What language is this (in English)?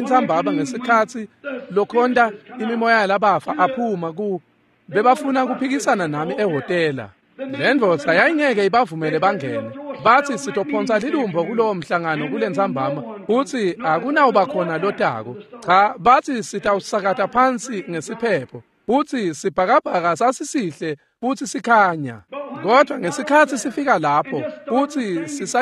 Swati